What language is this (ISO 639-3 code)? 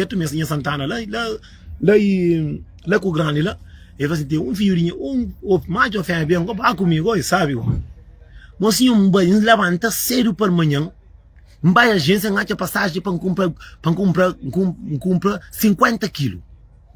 kea